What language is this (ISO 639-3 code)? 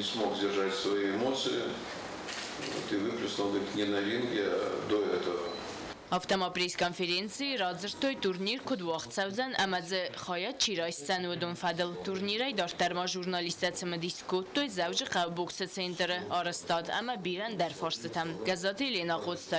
oss